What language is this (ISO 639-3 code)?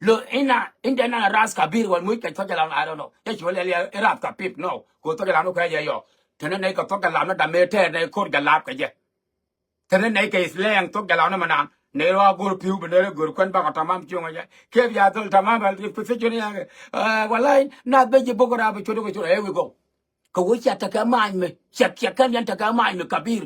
nus